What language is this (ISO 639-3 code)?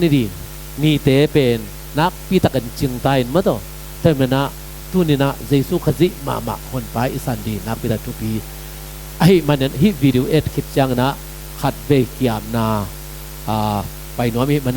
ctd